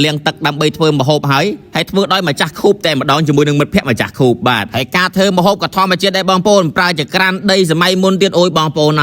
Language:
Khmer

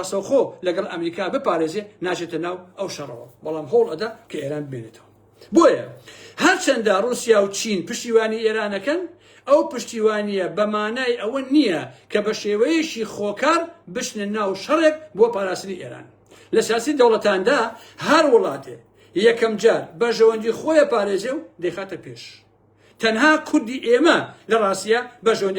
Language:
Central Kurdish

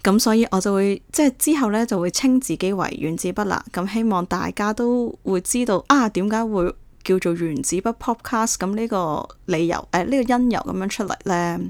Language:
Cantonese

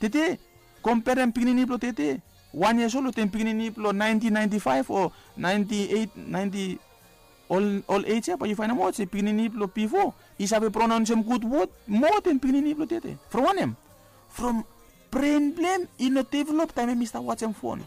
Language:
Bislama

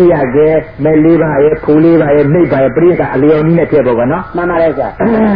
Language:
Burmese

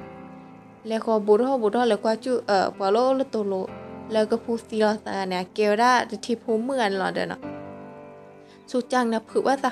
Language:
S'gaw Karen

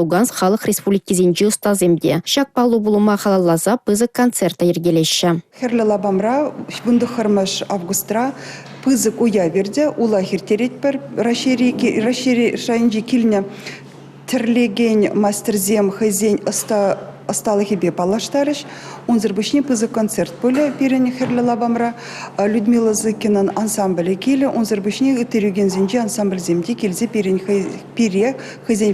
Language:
Chuvash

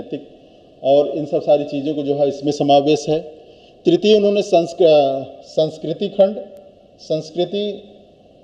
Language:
Hindi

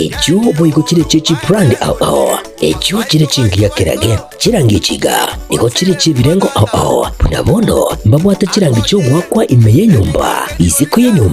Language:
Gusii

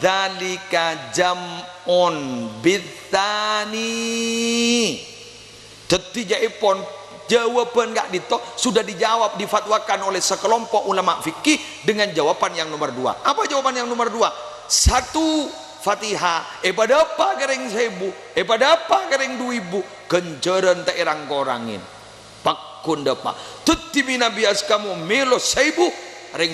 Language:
Madurese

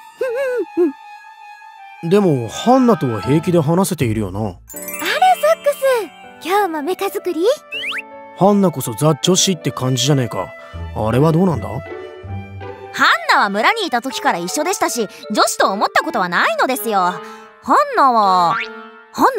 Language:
Japanese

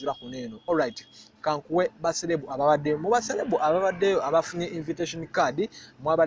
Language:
Ganda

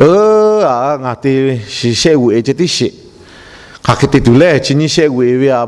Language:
Lahu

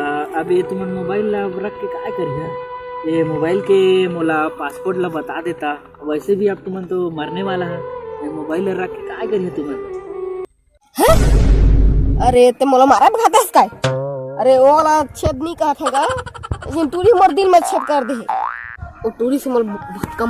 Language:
Chhattisgarhi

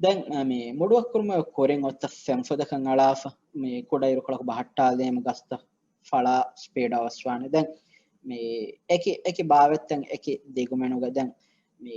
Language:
Divehi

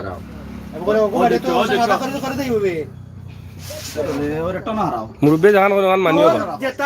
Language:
Sylheti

